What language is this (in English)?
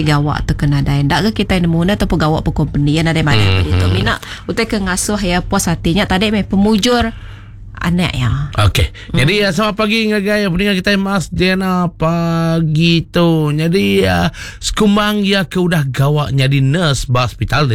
Iban